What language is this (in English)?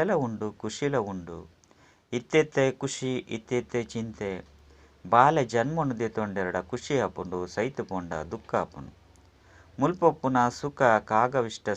Tulu